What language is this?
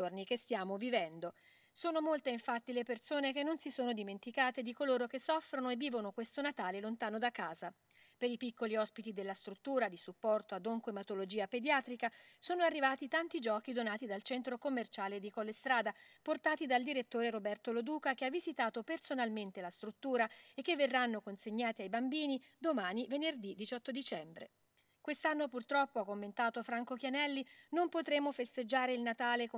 Italian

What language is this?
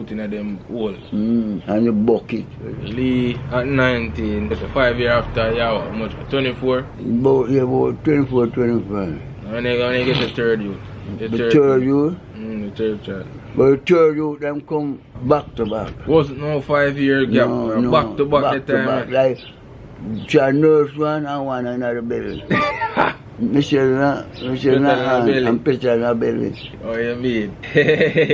Jamaican Creole English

